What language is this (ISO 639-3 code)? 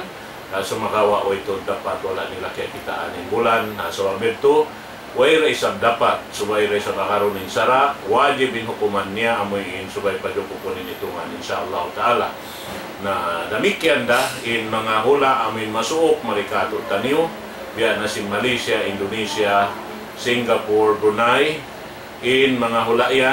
tsg